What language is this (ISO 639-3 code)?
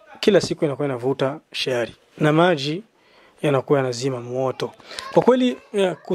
swa